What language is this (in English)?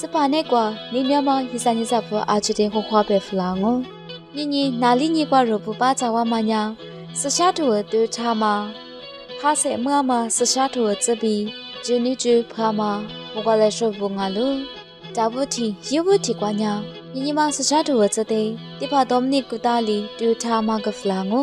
Lisu